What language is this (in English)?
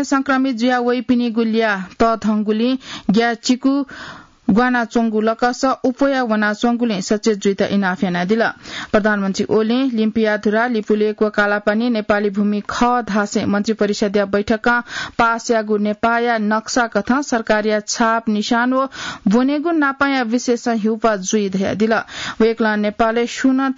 Newari